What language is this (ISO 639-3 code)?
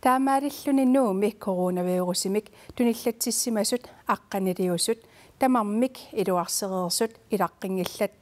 kal